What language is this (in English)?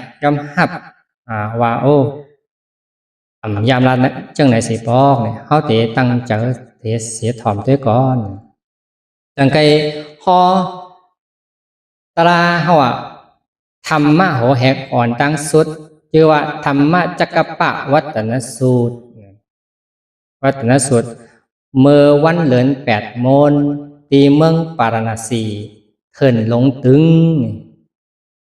Shan